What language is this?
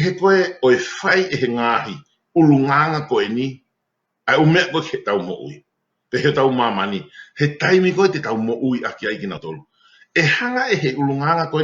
Tongan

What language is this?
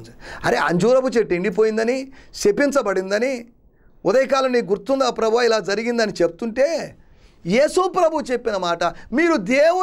Telugu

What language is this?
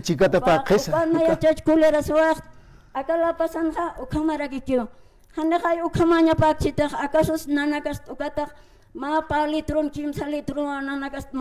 Aymara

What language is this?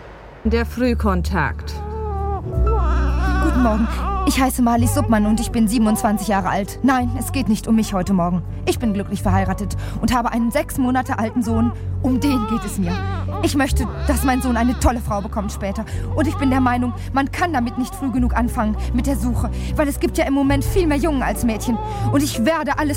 German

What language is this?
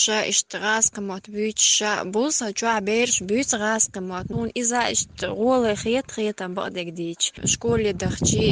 Chechen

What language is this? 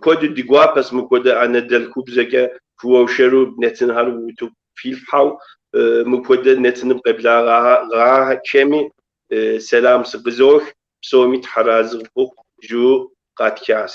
Kabardian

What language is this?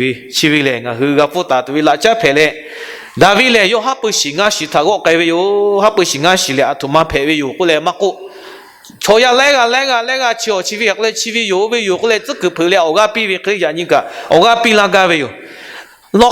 Lahu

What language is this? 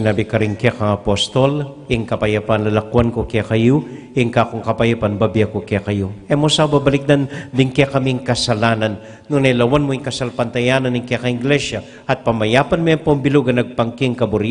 Pampanga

